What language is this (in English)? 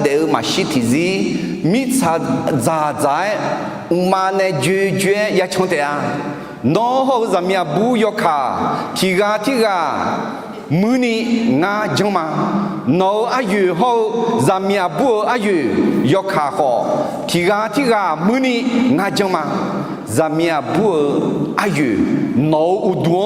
Akha